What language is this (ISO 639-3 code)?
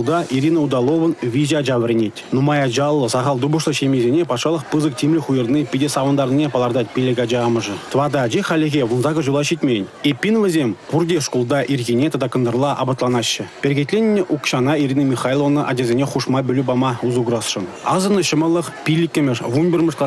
chv